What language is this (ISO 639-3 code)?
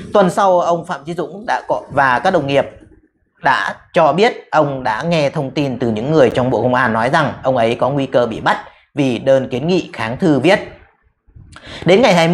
vie